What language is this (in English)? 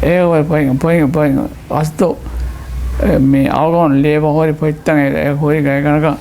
Divehi